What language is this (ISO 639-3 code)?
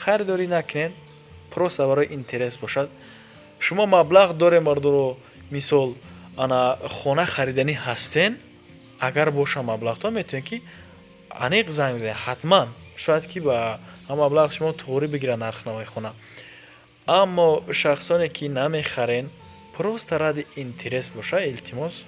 tgk